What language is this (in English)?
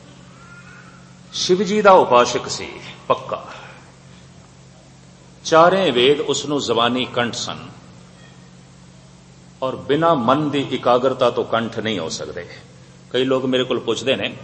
Punjabi